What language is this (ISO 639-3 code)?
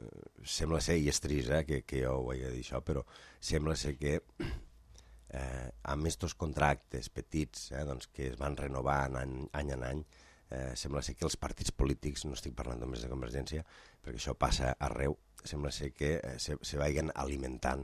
cat